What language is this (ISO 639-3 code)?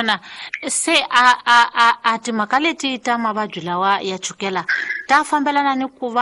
tso